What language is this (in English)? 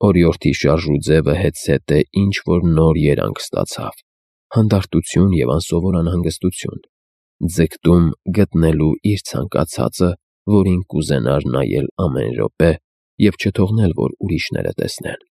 Armenian